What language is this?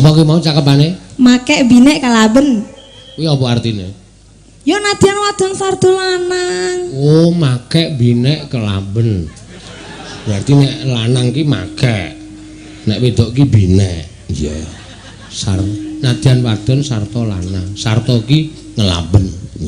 Javanese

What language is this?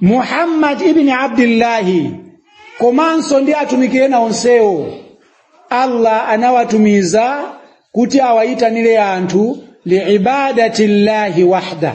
Nyanja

